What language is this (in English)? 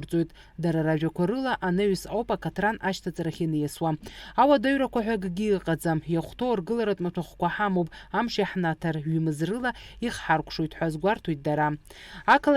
Abkhazian